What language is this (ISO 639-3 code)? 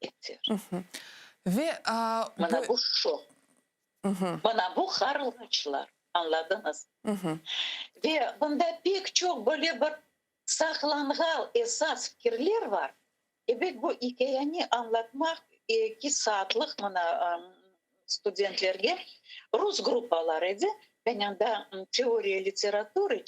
crh